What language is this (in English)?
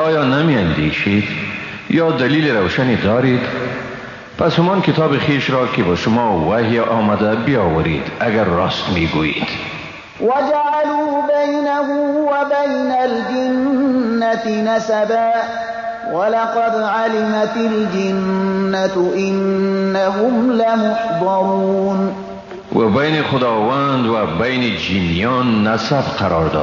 Persian